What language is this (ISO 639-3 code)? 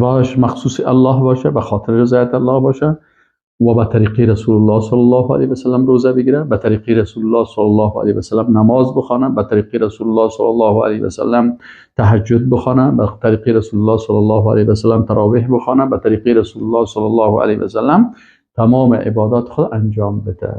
fas